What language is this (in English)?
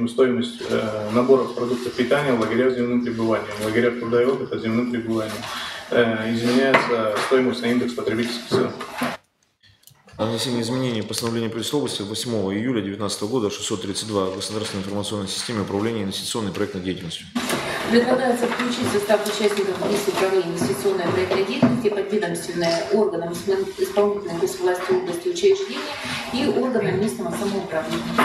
Russian